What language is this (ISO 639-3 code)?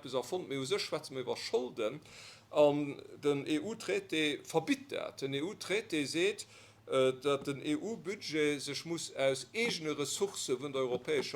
ltz